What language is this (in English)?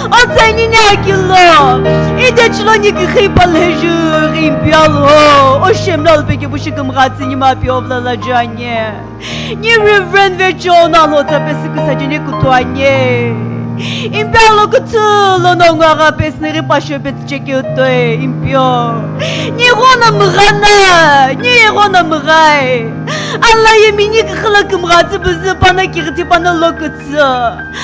Sumi Naga